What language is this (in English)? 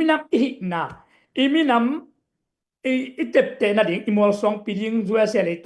Tedim Chin